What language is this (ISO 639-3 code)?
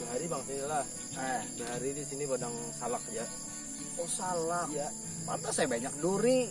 bjn